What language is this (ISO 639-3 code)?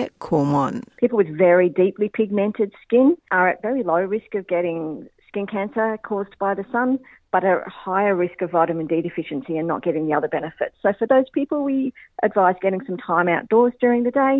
kur